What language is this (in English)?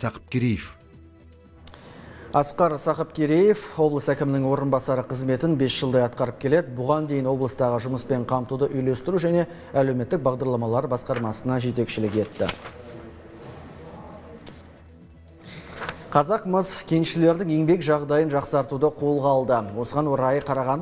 Kazakh